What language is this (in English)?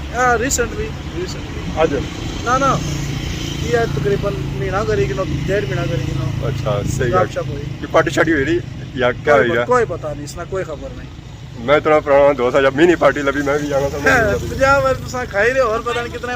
Pahari-Potwari